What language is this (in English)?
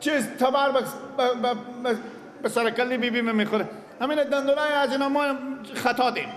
Persian